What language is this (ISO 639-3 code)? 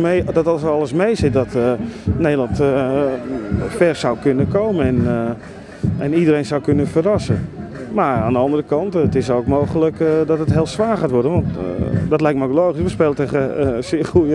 nld